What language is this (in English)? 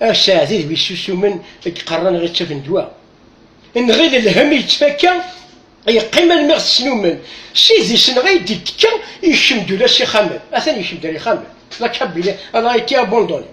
Kabyle